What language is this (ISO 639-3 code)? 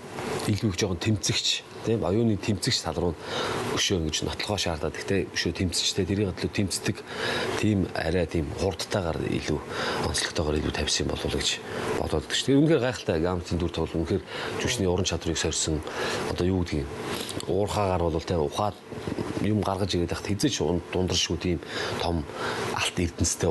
mon